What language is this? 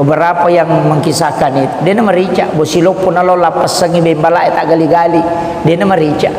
Buginese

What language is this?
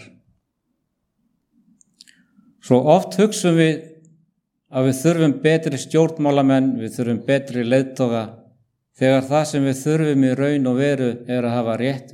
Icelandic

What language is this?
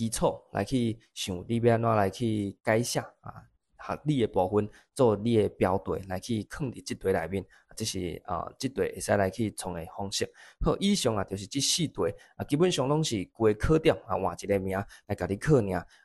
Min Nan Chinese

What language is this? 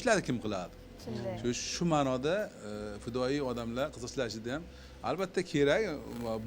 Uzbek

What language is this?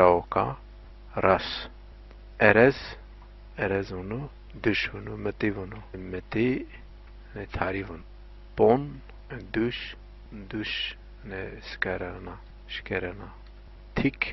Zaza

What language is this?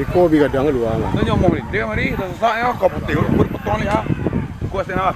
Minangkabau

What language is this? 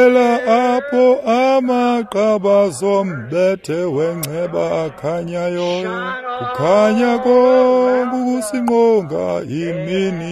Xhosa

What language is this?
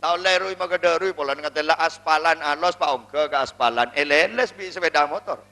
Madurese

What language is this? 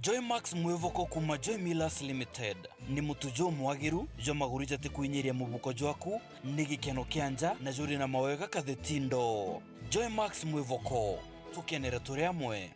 Meru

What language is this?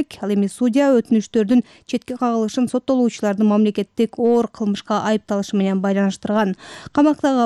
Kyrgyz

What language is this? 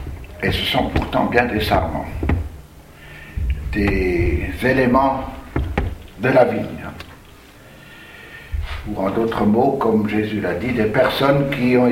French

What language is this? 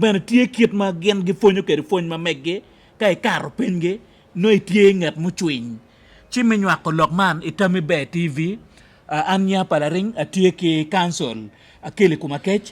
Acoli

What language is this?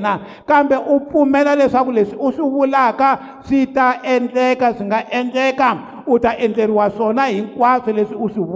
Tsonga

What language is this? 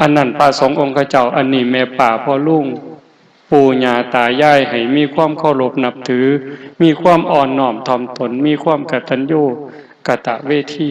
Northeastern Thai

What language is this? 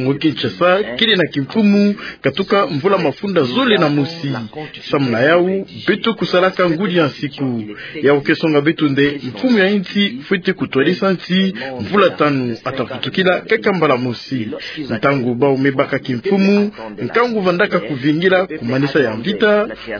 Kituba (Democratic Republic of Congo)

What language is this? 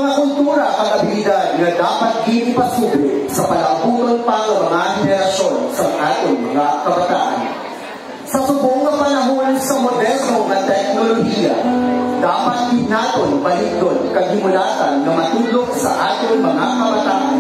Hiligaynon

